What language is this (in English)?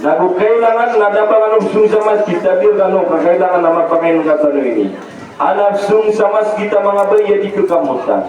Maranao